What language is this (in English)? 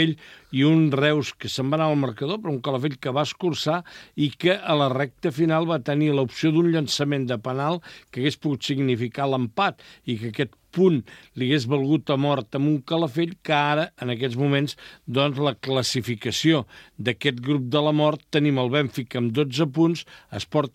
Catalan